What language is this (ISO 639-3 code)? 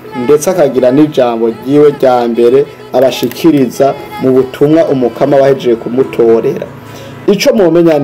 run